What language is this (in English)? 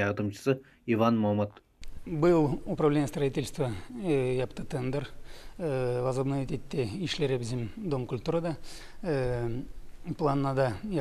Gagauz